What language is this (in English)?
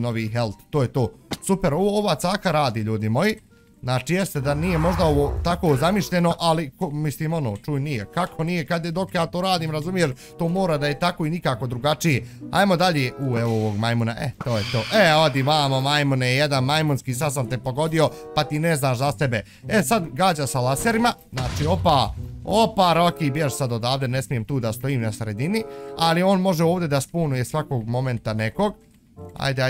Bosnian